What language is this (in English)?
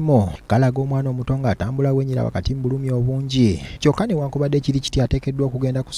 Ganda